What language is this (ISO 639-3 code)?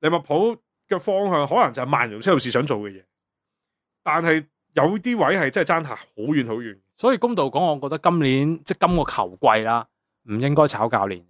yue